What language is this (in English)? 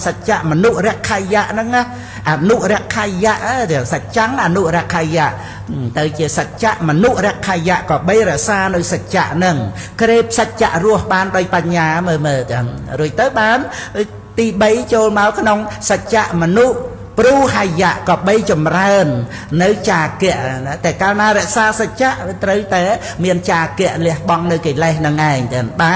Khmer